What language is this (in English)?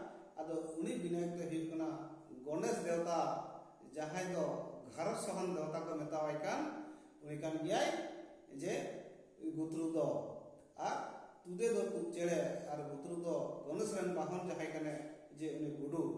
Santali